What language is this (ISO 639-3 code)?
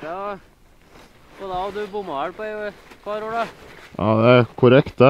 nor